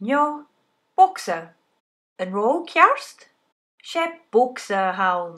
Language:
Scottish Gaelic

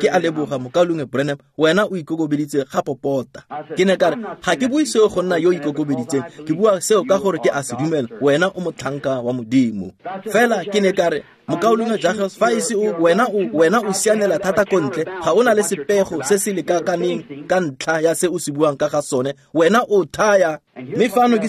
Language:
Tswana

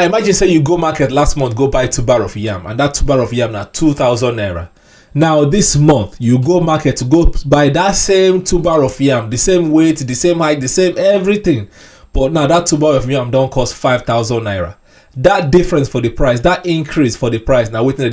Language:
Nigerian Pidgin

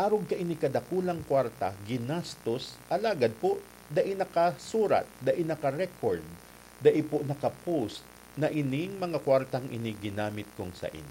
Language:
Bikol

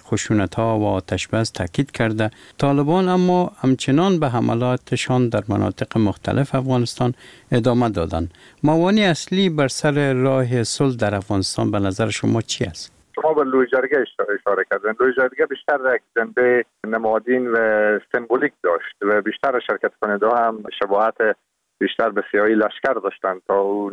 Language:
Persian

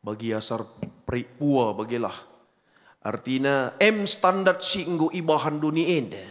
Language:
Batak Karo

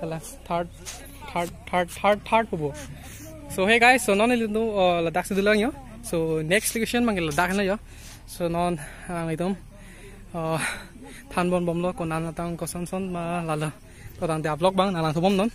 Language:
Karbi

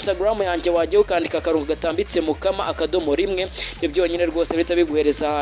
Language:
Kinyarwanda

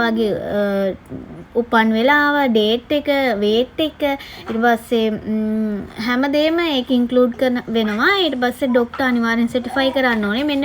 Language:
Sinhala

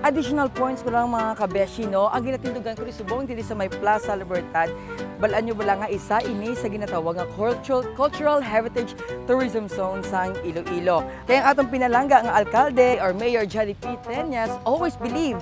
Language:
Hiligaynon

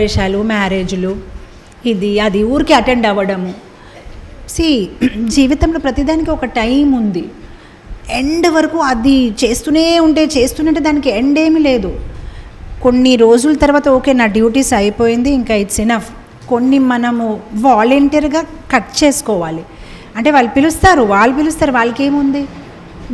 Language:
Telugu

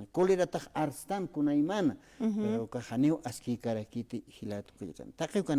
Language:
Aymara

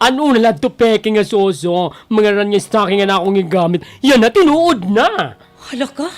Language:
Waray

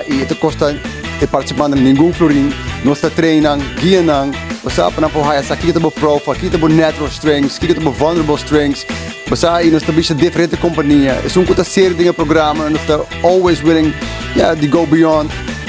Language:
Papiamento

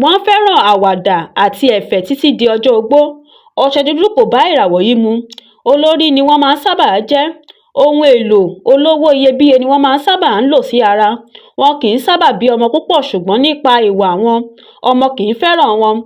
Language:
Yoruba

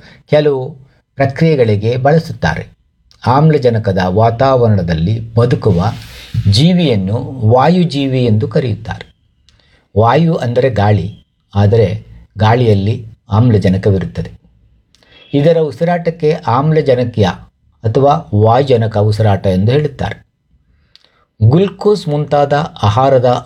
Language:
Kannada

